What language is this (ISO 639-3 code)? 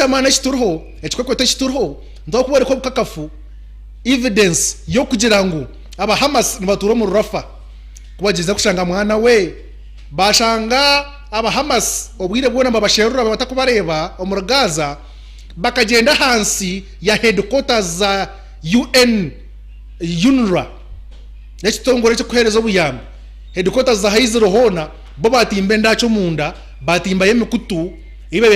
nyn